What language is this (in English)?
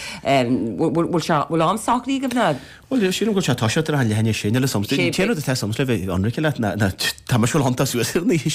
Irish